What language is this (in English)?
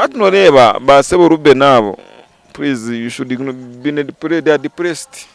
Nyankole